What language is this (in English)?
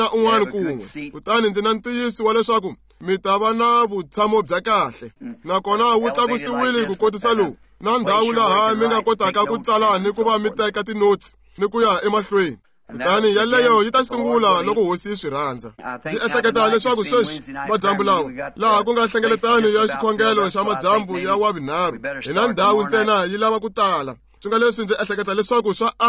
Tsonga